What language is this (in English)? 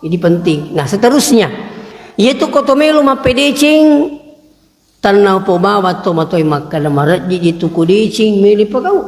Buginese